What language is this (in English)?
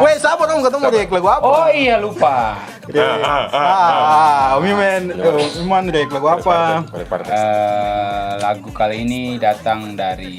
Ambonese Malay